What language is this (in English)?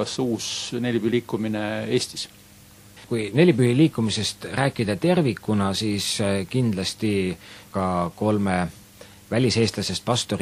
Estonian